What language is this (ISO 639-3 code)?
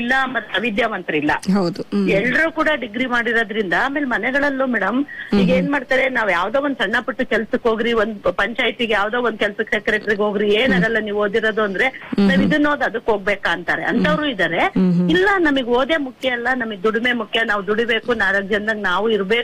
kan